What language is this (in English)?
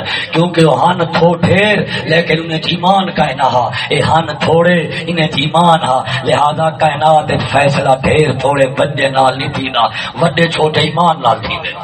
Saraiki